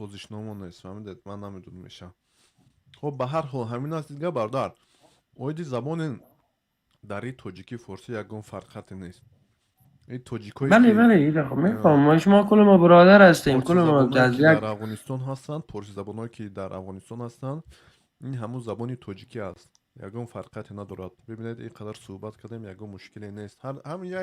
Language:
Tajik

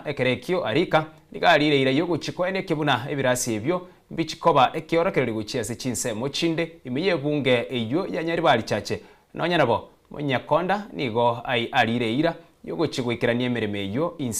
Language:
Gusii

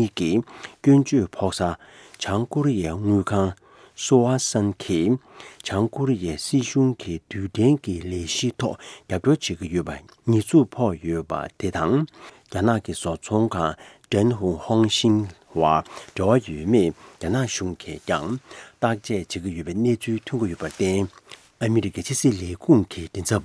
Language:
Tibetan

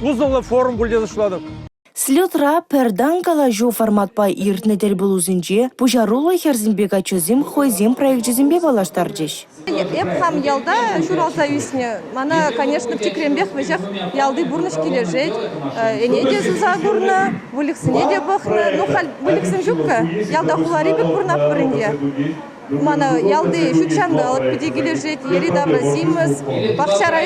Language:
Chuvash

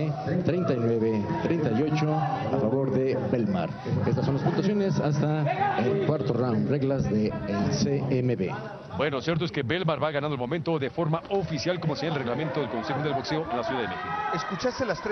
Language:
Spanish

